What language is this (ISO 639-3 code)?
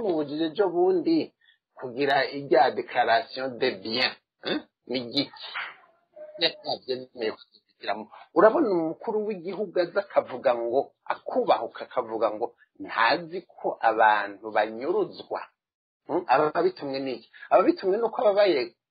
run